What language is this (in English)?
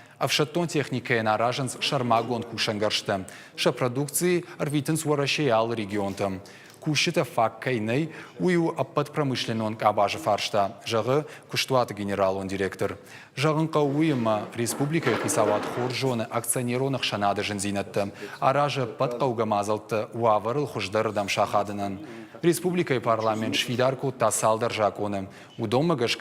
Ossetic